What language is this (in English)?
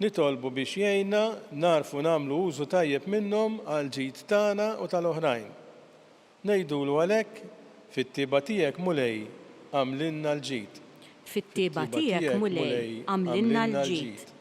Maltese